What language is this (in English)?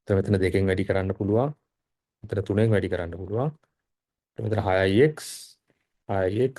Sinhala